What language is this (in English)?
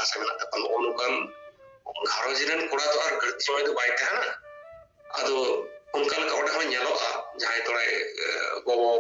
Santali